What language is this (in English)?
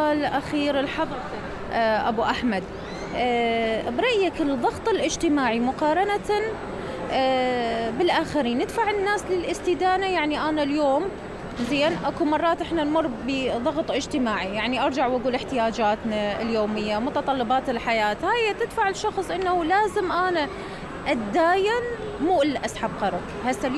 Mesopotamian Arabic